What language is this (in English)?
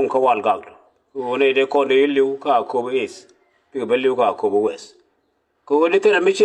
Nuer